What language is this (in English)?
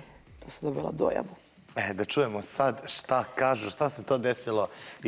Serbian